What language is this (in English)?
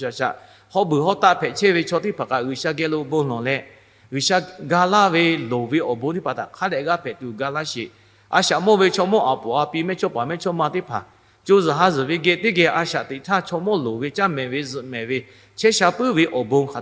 Lahu